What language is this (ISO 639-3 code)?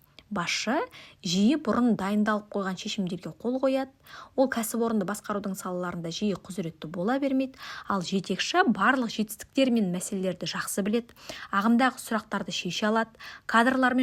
kaz